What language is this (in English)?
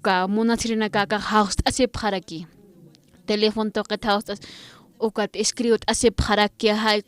Aymara